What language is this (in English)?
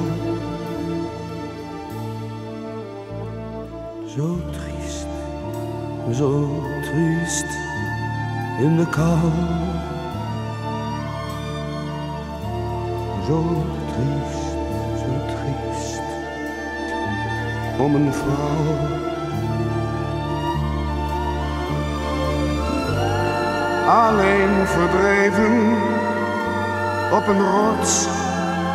Dutch